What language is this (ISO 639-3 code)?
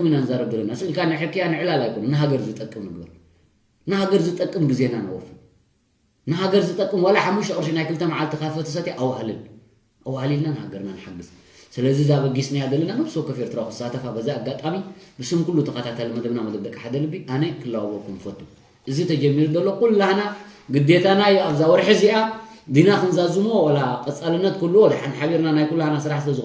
tir